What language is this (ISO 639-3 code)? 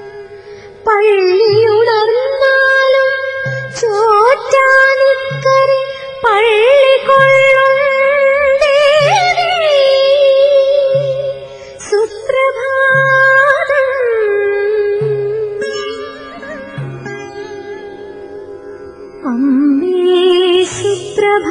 mal